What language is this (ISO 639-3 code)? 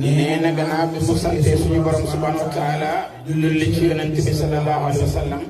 wol